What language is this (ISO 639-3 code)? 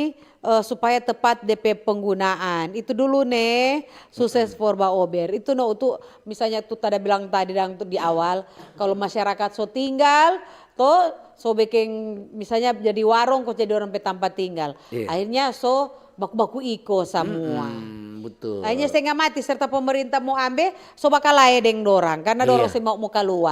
xmm